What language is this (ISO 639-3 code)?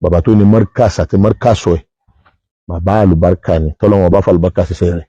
yor